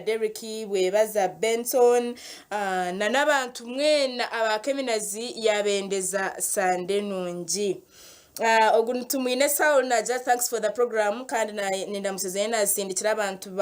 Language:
Nyankole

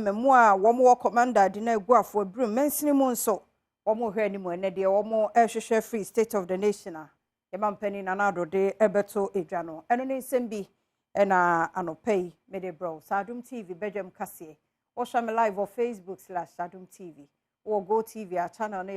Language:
Akan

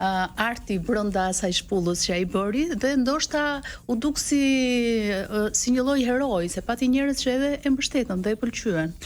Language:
Albanian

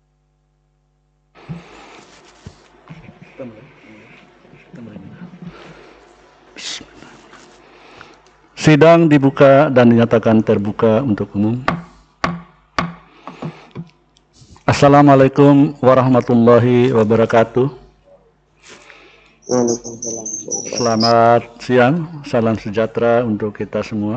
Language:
Indonesian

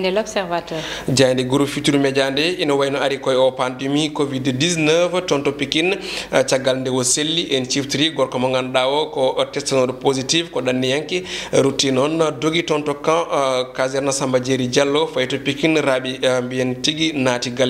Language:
Fula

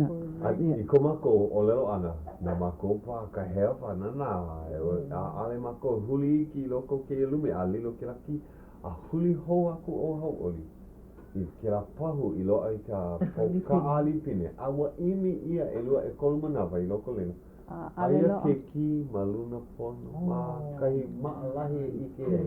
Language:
Hawaiian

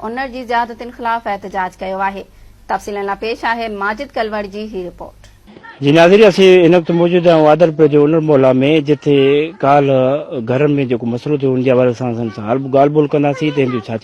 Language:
Sindhi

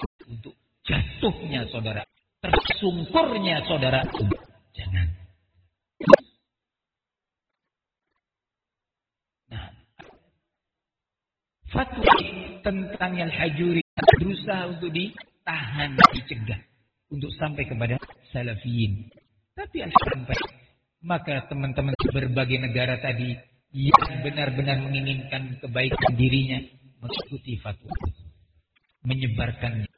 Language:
Indonesian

